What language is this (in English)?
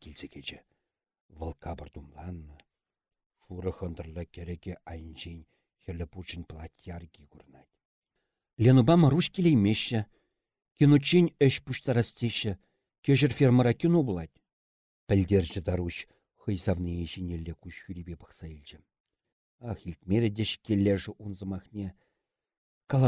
Chuvash